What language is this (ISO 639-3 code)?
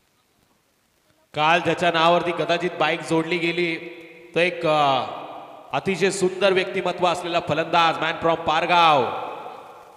mar